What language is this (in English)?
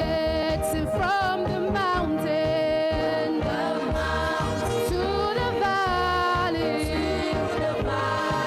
Ewe